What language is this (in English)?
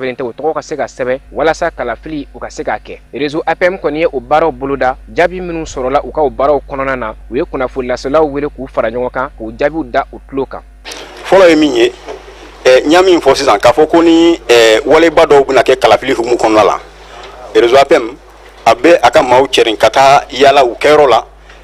Bambara